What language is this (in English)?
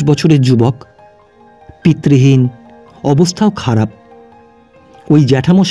Bangla